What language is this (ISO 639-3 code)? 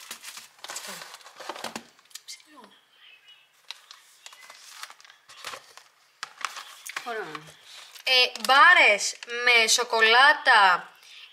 ell